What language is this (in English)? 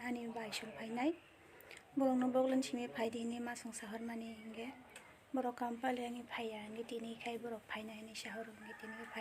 Kok Borok